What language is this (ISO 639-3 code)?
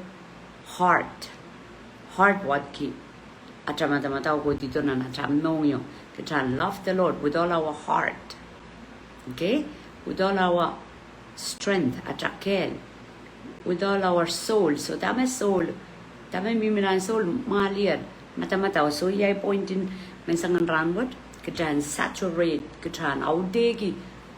pon